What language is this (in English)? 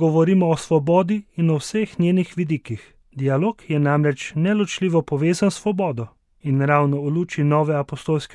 Slovenian